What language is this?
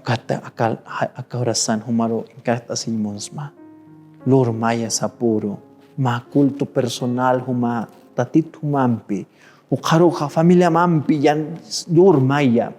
Aymara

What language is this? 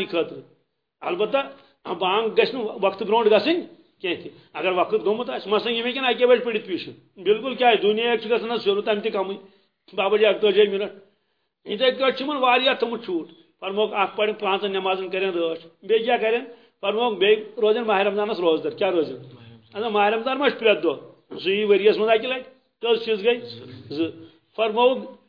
Kashmiri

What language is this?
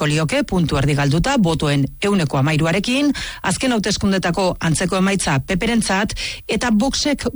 Basque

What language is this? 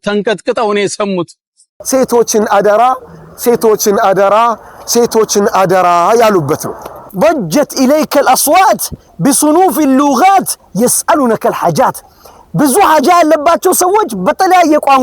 Amharic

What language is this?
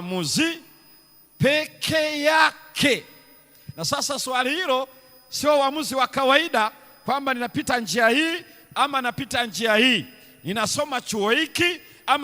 Swahili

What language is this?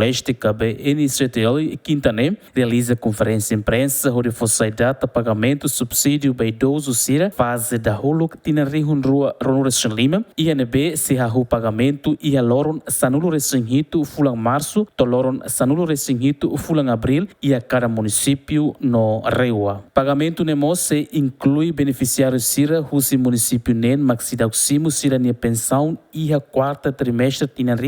Tetum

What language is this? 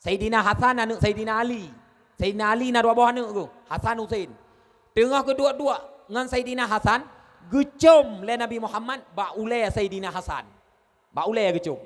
Achinese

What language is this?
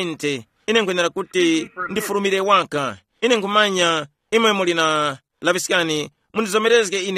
Tumbuka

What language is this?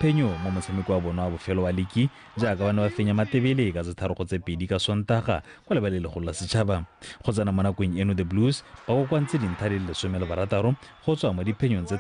Tswana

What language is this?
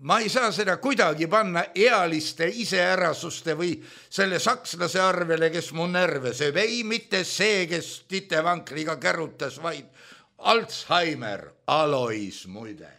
Estonian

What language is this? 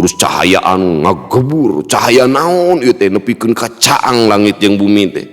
Sundanese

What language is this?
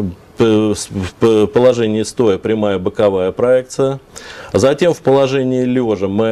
Russian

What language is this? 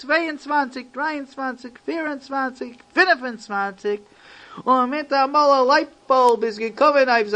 Yiddish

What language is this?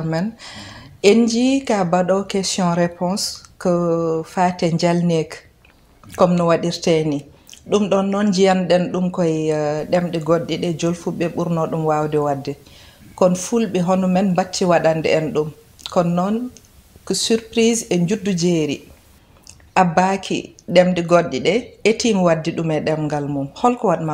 Fula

